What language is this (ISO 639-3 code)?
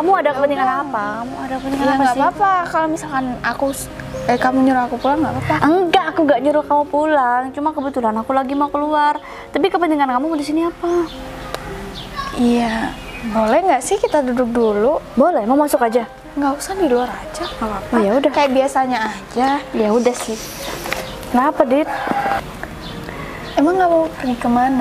ind